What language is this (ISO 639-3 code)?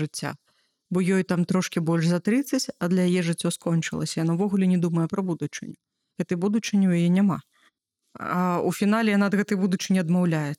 bel